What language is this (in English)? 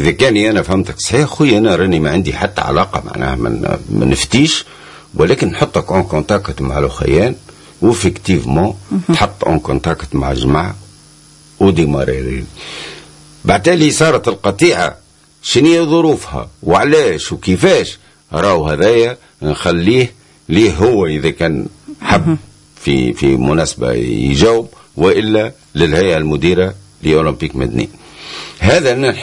Tunisian Arabic